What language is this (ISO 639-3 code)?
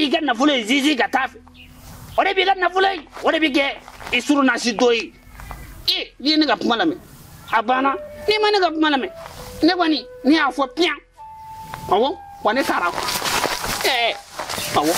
bam